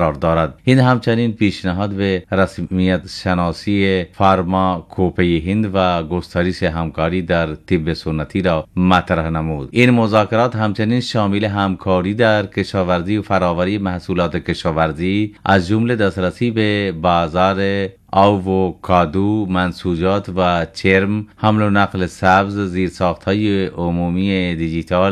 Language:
Persian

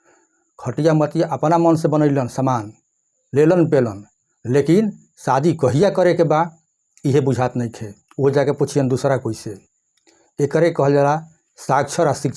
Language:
Bhojpuri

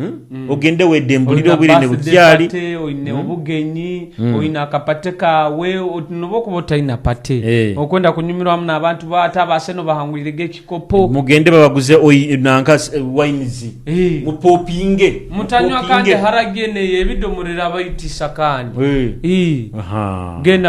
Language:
Nyoro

